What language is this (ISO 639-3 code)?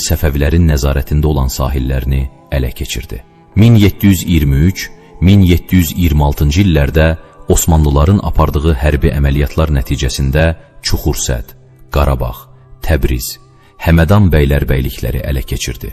aze